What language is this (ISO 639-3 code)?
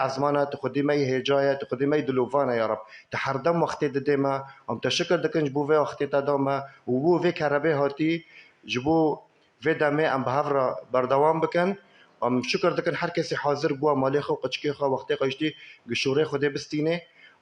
kur